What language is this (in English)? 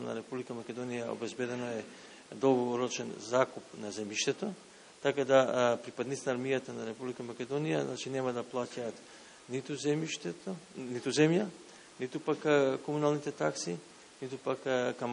Macedonian